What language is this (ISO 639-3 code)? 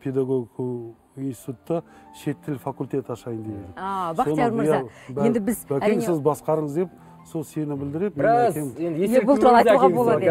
kaz